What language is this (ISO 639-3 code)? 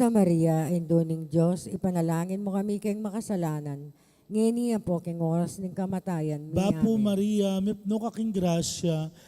pam